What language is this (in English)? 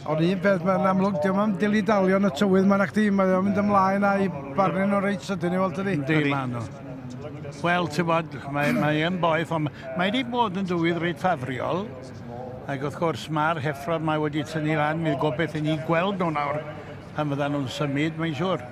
Welsh